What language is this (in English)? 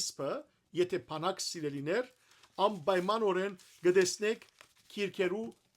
Western Armenian